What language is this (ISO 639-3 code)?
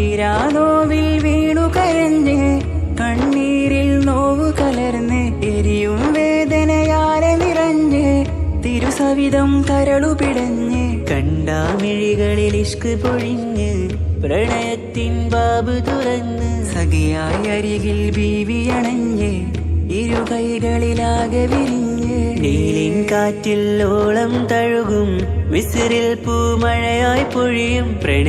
mal